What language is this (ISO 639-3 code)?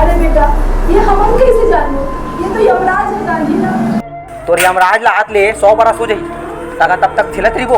hne